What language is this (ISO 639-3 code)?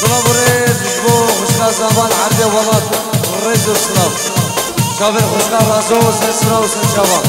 kur